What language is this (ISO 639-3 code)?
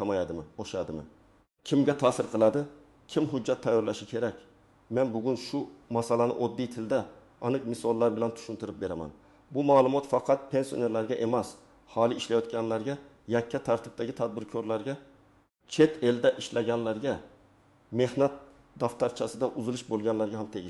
uzb